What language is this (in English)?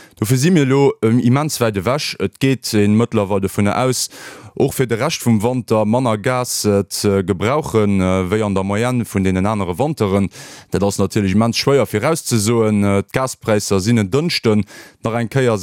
Luxembourgish